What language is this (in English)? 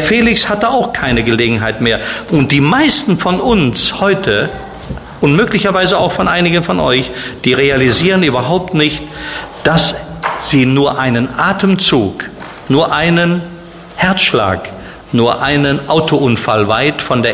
German